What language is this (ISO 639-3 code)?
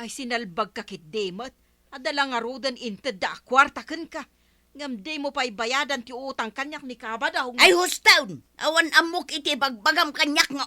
ilo